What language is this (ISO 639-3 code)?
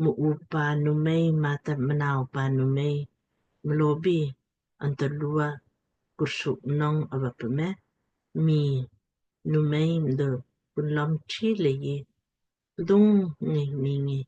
lmk